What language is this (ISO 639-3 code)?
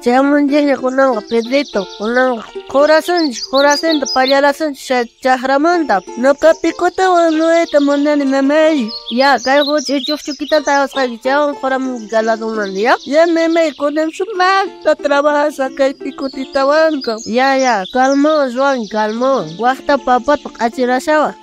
quh